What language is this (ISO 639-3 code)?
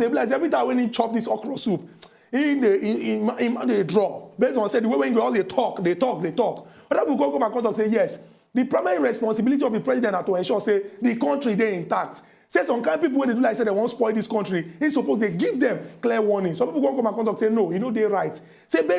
pcm